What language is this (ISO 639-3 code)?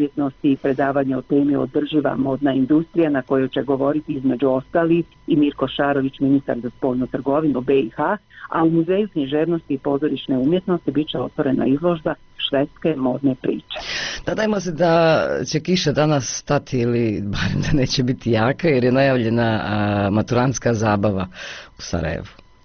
bos